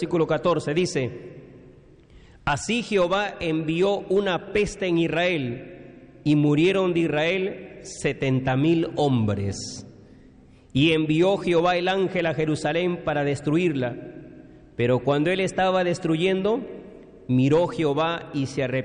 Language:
Spanish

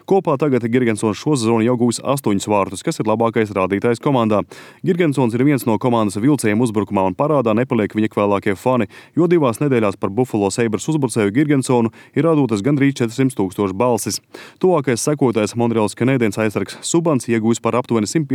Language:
Latvian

